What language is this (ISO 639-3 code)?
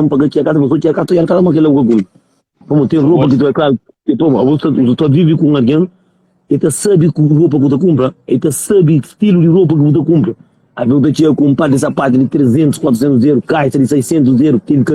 kea